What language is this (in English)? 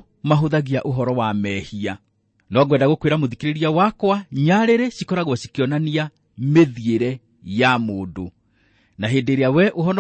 Kikuyu